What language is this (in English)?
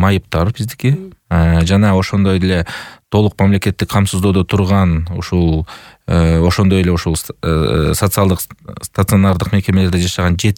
Kyrgyz